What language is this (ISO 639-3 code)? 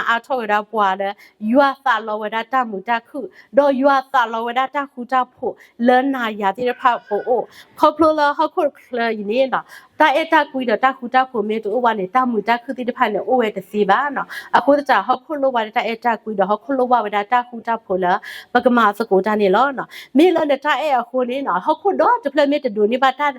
ksw